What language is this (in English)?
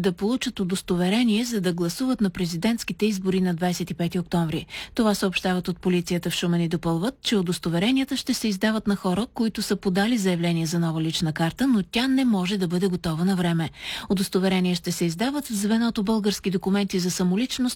Bulgarian